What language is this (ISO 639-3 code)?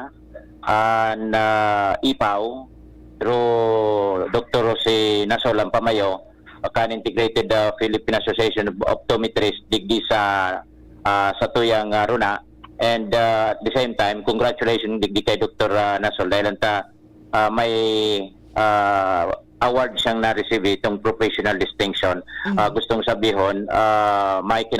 bik